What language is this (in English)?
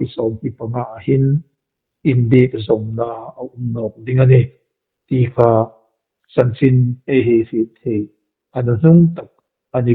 Hmar